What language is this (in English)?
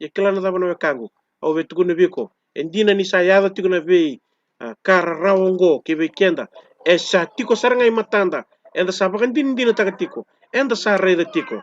Fijian